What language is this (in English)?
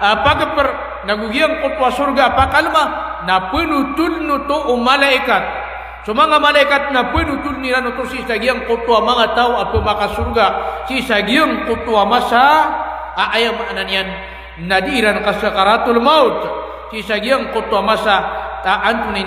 Maranao